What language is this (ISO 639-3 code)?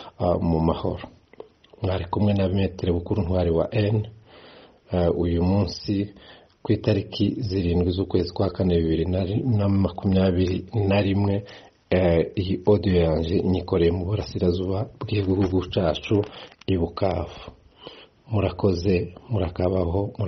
kin